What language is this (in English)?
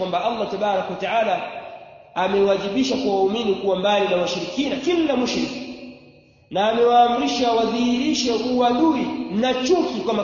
Swahili